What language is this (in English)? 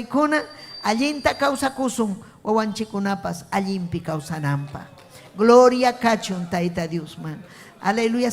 Ayacucho Quechua